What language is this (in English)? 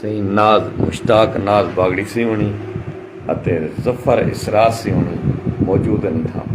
Saraiki